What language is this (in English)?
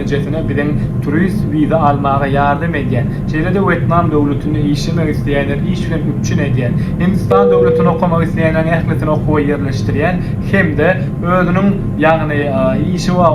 Turkmen